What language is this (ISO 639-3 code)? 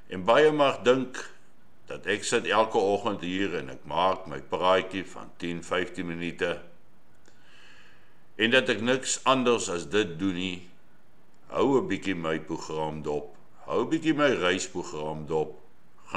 afr